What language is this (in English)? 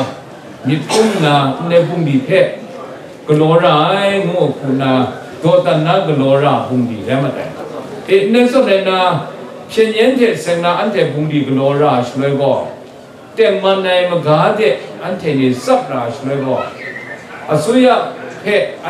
Kachin